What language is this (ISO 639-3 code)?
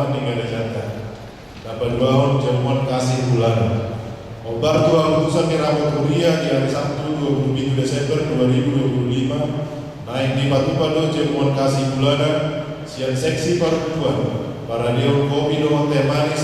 bbc